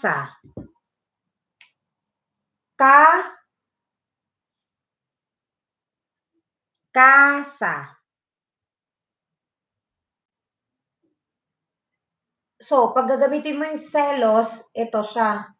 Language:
Filipino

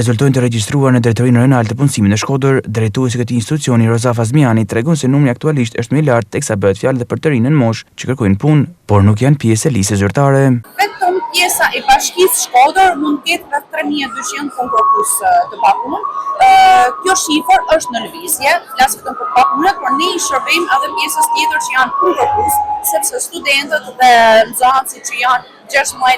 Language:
Albanian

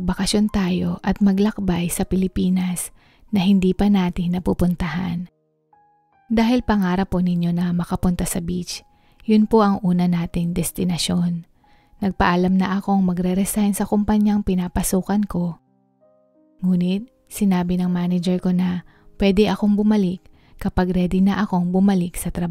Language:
Filipino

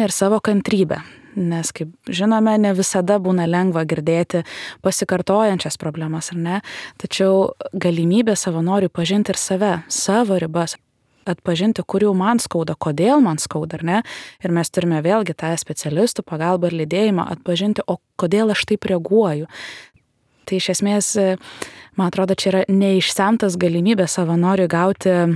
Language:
Lithuanian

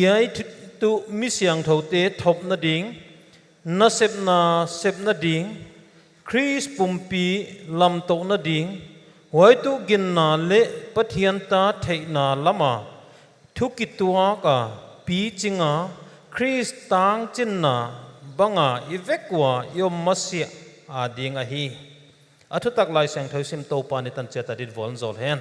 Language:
Paite Chin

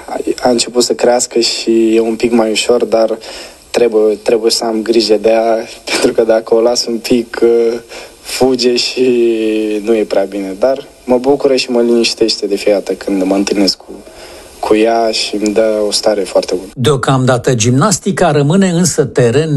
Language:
Romanian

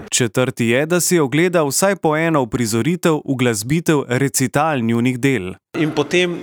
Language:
Slovenian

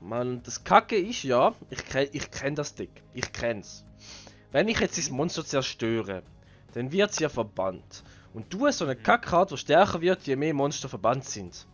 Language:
Swiss German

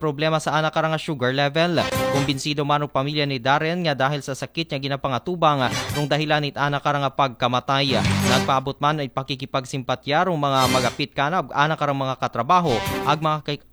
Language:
Aklanon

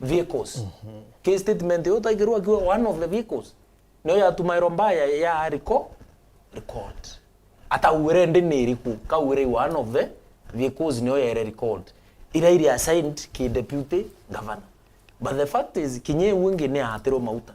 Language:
Meru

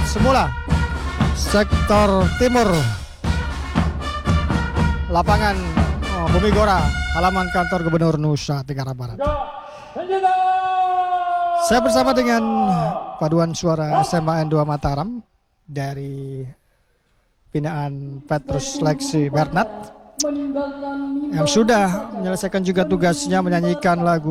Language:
Indonesian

